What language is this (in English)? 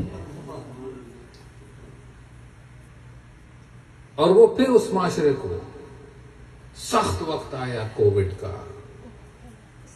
Urdu